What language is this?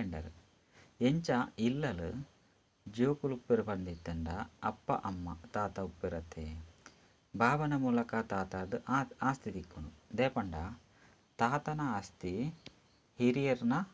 Tulu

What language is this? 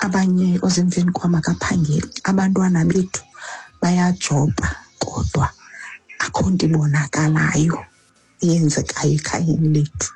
Xhosa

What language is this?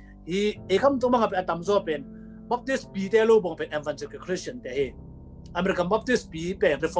Tedim Chin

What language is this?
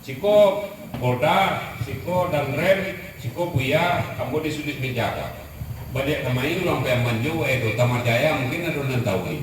Minangkabau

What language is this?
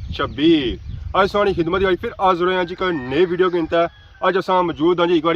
Pahari-Potwari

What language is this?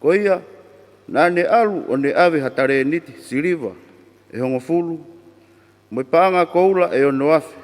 Tongan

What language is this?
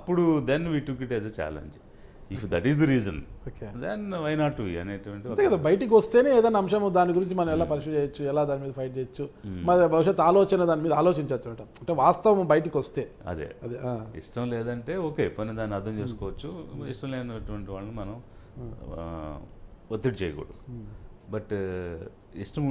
Telugu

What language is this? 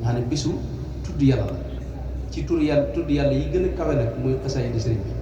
Wolof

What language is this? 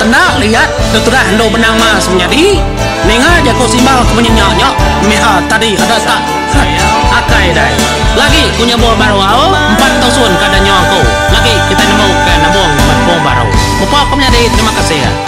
Iban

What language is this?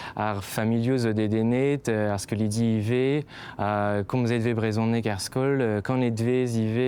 Breton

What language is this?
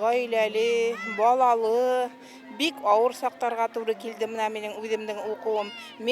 Bashkir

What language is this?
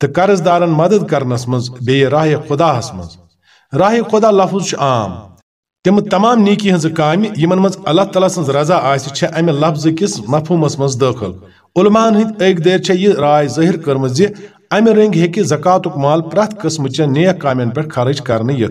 Kashmiri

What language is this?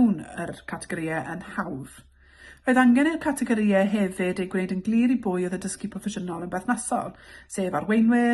Welsh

